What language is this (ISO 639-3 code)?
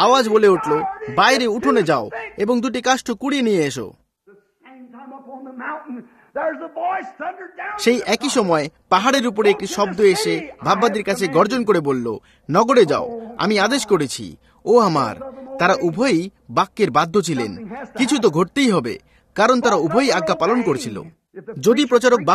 ben